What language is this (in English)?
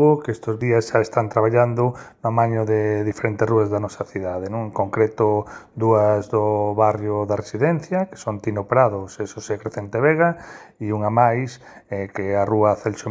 Galician